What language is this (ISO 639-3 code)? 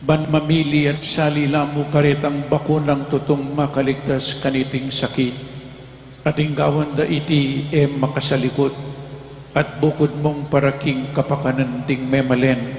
pam